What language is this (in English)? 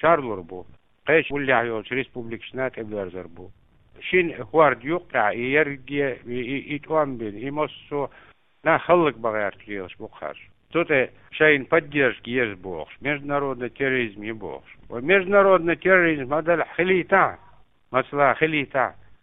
Chechen